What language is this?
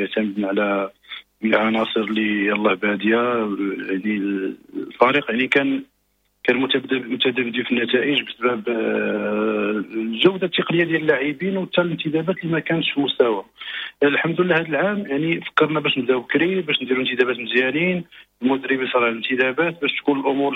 Moroccan Arabic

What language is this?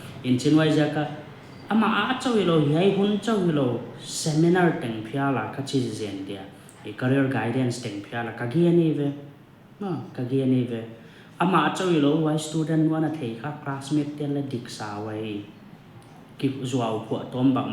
Paite Chin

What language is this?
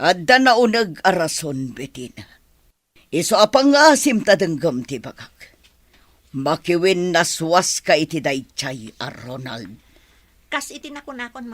Iloko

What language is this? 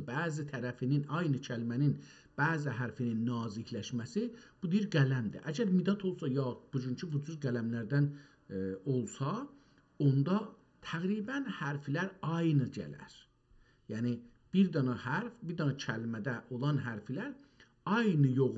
South Azerbaijani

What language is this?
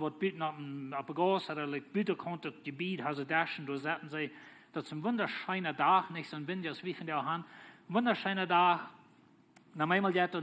Plautdietsch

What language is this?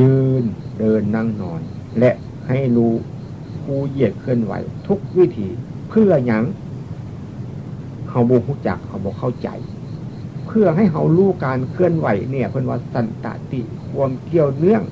Northeastern Thai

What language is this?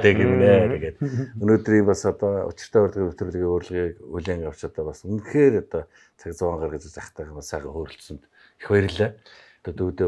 Mongolian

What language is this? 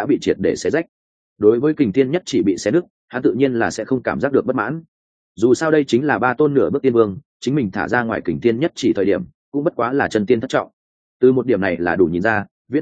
Vietnamese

